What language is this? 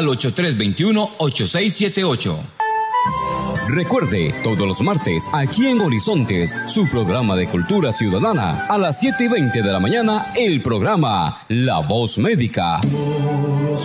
Spanish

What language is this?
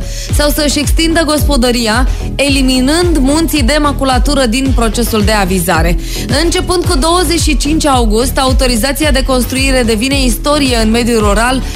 Romanian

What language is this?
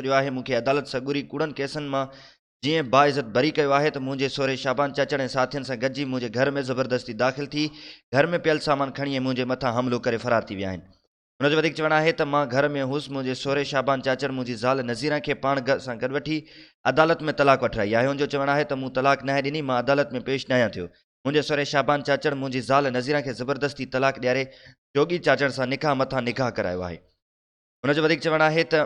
Sindhi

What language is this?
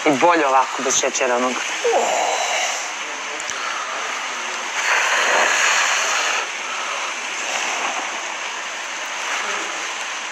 Serbian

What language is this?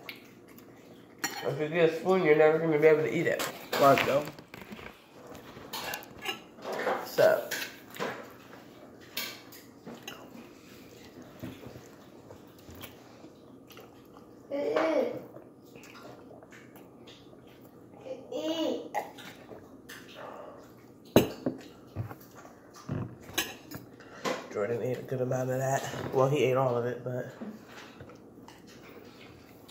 English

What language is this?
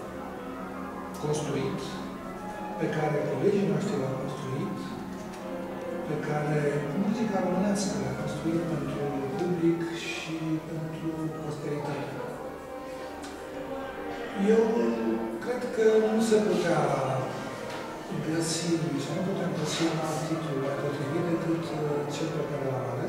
Romanian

